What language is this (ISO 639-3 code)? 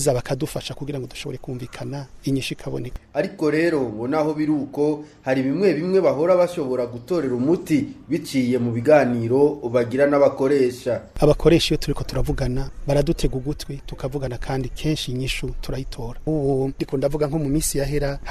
run